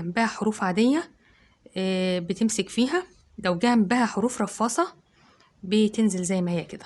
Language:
Egyptian Arabic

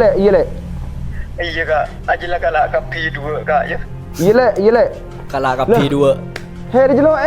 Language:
Madurese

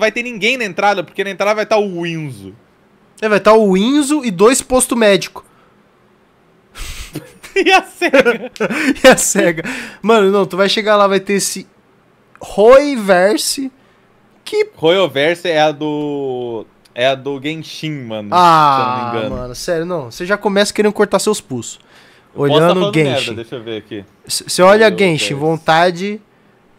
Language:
Portuguese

